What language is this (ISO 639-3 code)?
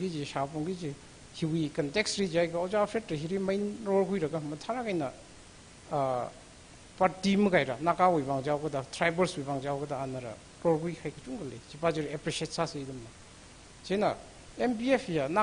nmf